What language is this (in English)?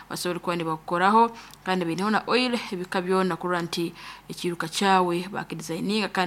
Nyoro